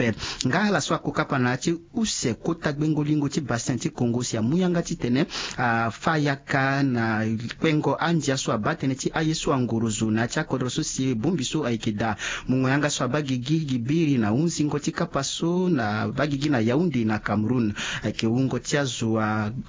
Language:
Sango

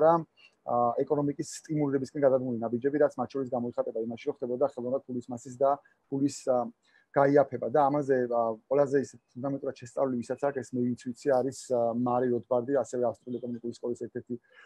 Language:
Georgian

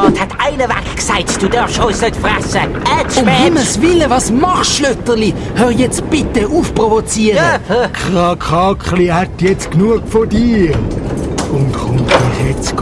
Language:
Swiss German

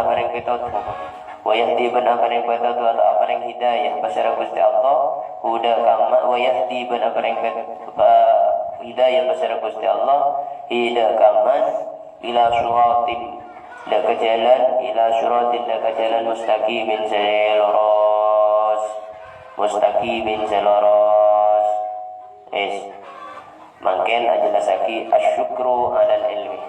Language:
Madurese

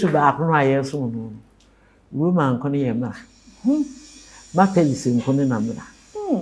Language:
Akan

